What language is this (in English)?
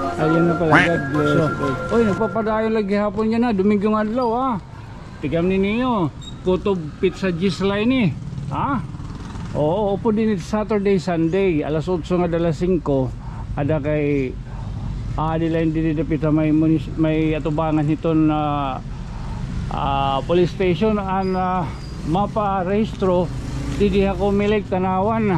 Waray